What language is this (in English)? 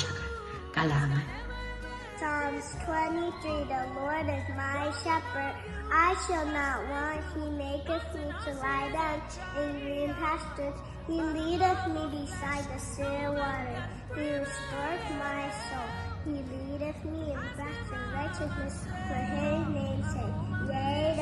Pohnpeian